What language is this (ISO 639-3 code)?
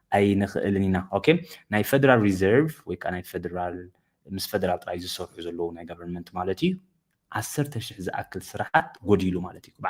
tir